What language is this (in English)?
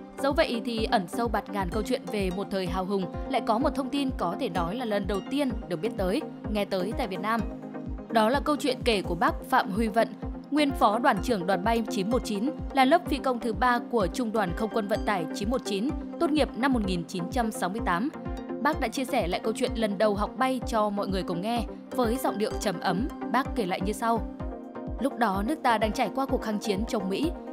Vietnamese